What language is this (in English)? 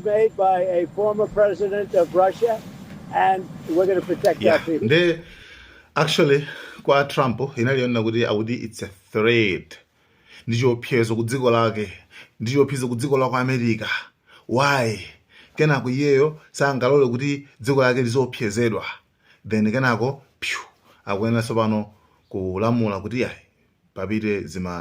Nyanja